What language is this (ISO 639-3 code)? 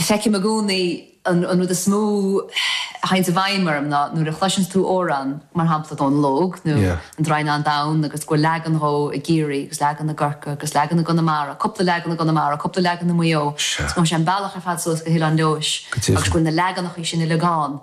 gle